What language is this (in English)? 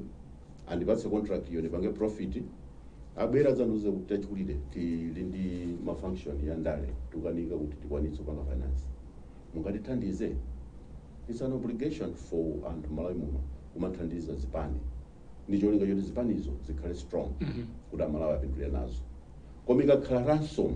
Nyanja